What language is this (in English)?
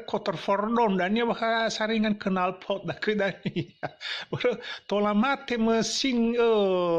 Nias